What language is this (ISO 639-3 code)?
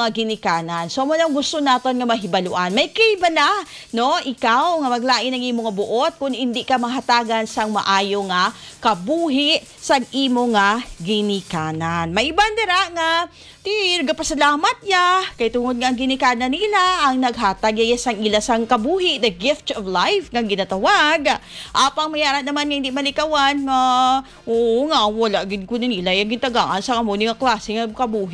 hil